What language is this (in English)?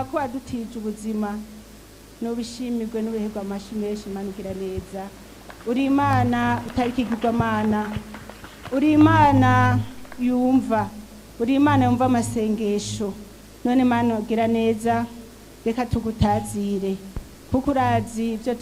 Rundi